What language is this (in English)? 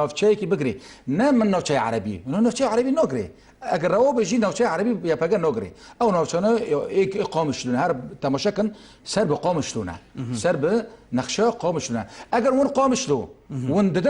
Kurdish